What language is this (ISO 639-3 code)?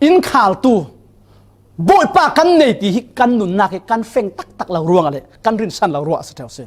cfm